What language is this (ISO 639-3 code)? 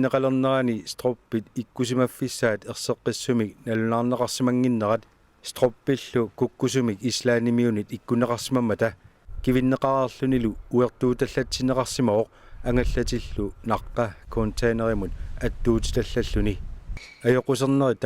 kal